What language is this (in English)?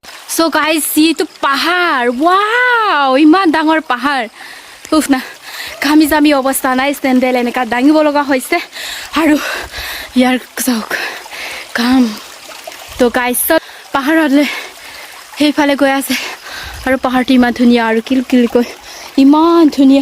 Assamese